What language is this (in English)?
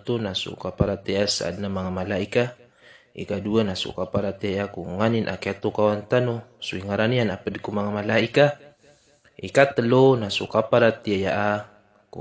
Maranao